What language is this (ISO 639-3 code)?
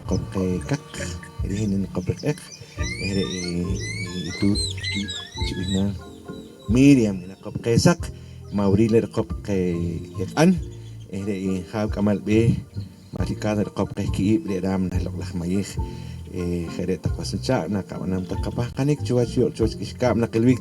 poh